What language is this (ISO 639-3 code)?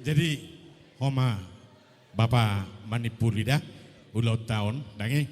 bbc